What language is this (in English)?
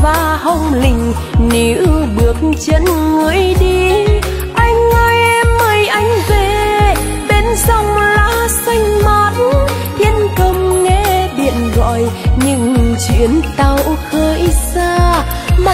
Vietnamese